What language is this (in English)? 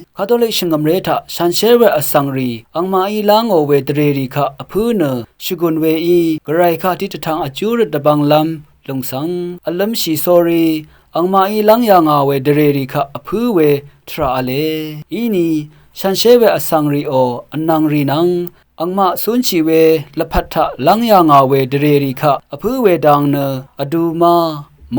Rawang